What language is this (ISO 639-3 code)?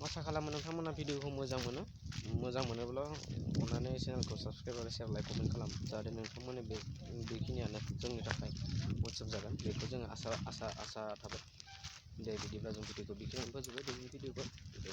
brx